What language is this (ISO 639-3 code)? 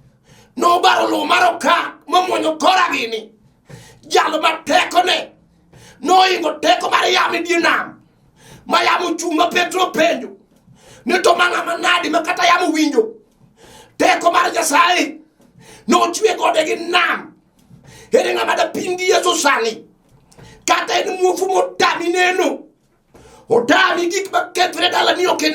luo